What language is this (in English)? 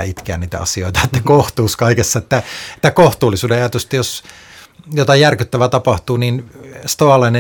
Finnish